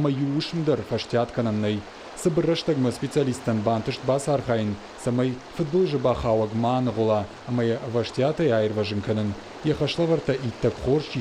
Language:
Ossetic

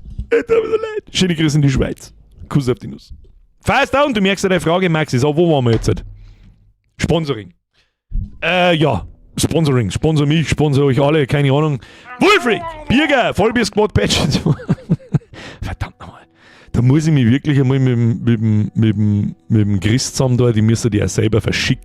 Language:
Bavarian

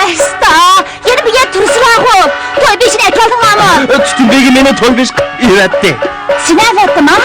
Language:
Uyghur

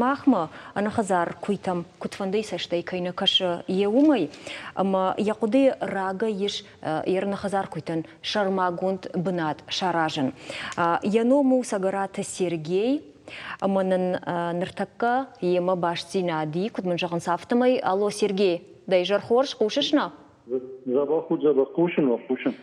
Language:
Ossetic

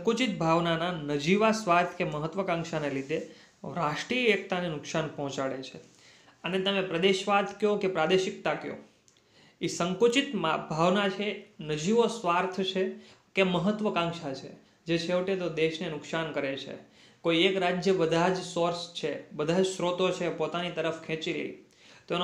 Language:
Gujarati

